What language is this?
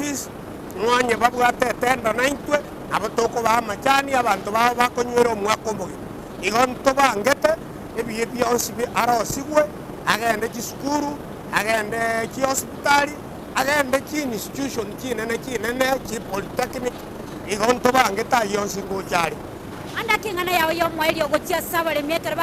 Gusii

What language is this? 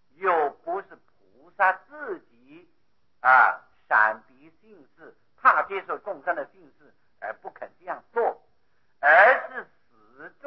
Chinese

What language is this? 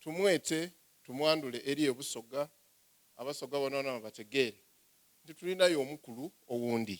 Soga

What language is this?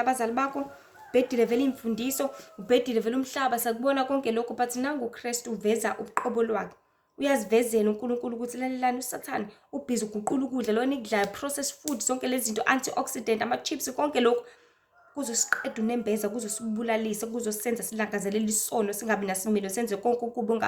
Zulu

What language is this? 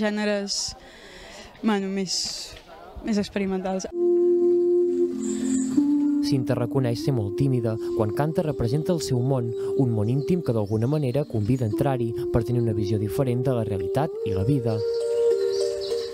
Catalan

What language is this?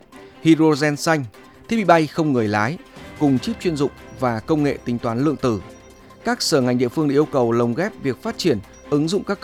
Vietnamese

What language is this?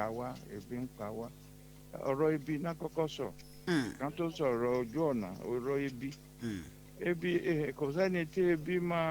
Yoruba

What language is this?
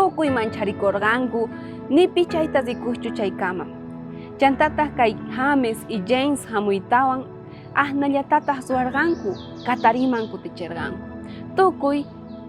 South Bolivian Quechua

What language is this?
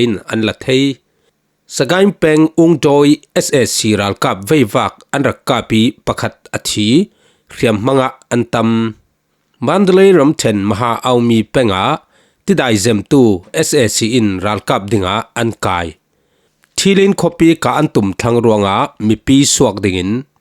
Falam Chin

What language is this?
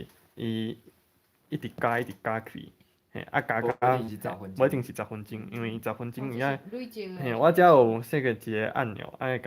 Min Nan Chinese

